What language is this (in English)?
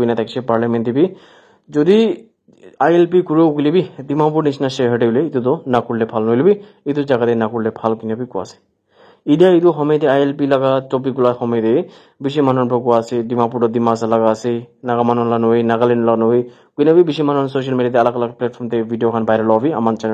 Naga Pidgin